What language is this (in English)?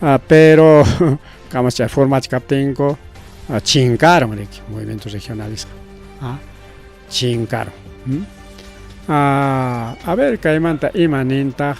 Ayacucho Quechua